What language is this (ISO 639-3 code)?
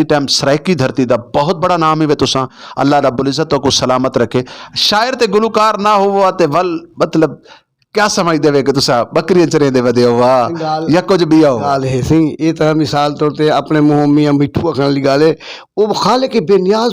skr